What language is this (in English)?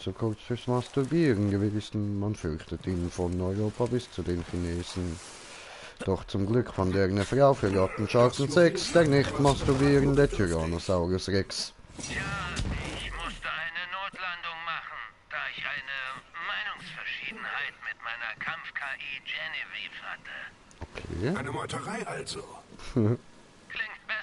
Swiss German